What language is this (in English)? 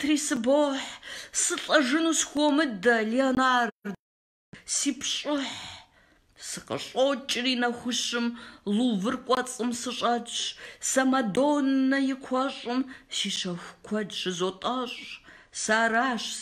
Kabardian